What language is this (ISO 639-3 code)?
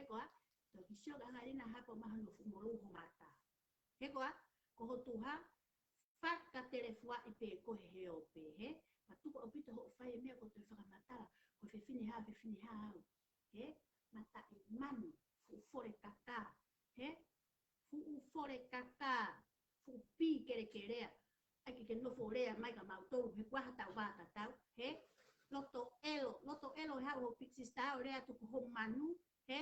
ton